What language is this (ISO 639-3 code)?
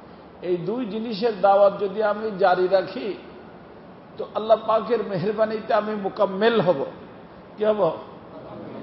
ben